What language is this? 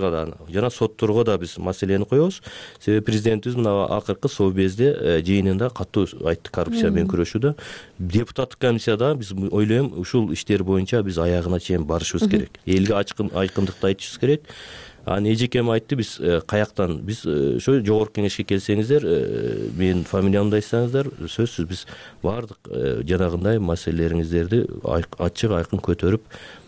Kyrgyz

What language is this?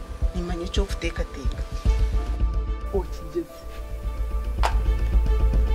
Kinyarwanda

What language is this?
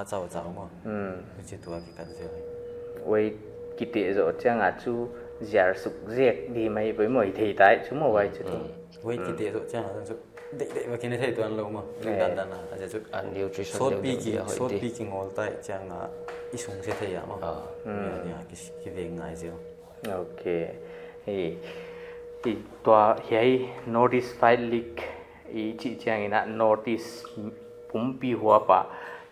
Paite Chin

